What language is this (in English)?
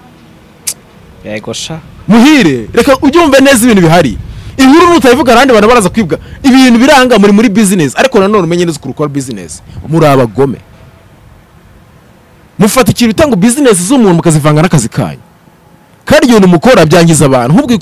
Kinyarwanda